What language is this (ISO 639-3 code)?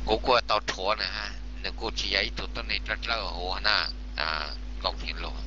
hmn